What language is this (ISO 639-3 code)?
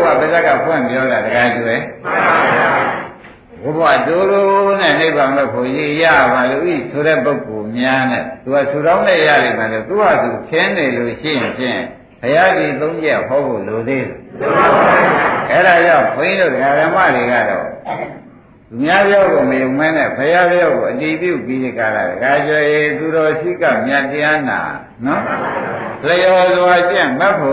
mya